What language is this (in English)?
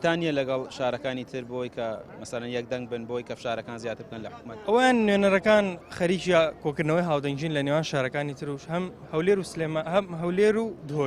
Central Kurdish